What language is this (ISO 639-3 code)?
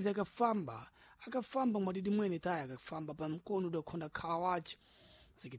seh